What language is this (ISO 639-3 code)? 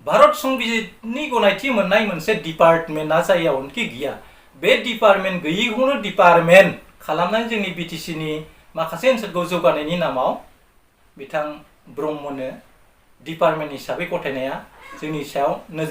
brx